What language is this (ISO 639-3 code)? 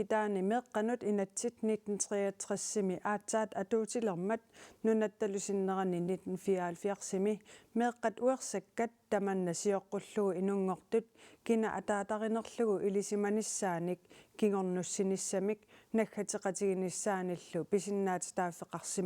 kal